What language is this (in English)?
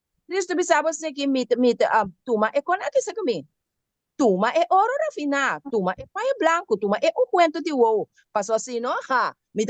Papiamento